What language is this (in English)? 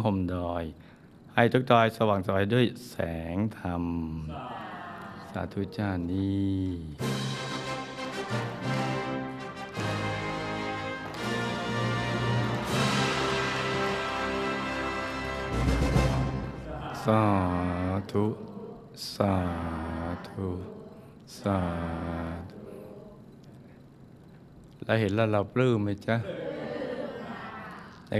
Thai